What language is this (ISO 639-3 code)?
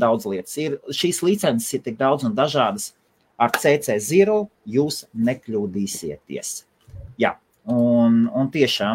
lav